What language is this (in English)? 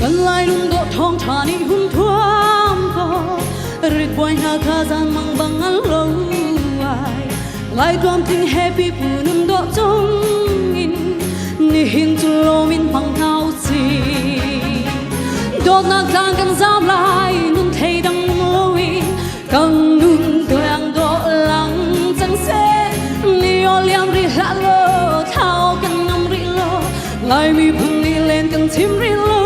Hakha Chin